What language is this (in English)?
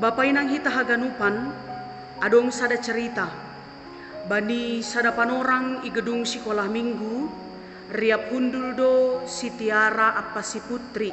Batak Simalungun